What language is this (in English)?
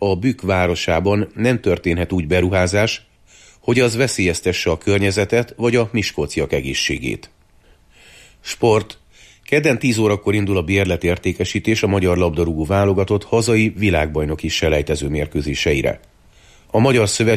Hungarian